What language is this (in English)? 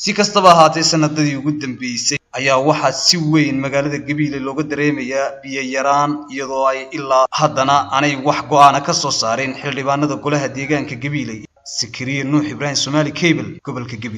Somali